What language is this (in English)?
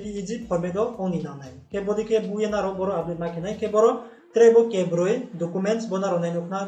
Riang (India)